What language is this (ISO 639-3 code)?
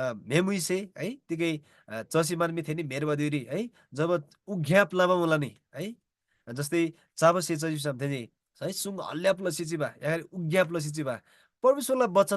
taj